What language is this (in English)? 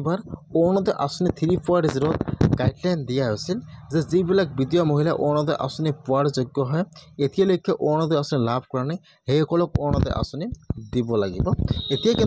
Assamese